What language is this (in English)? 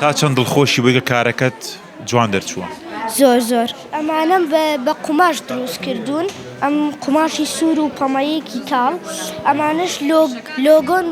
Central Kurdish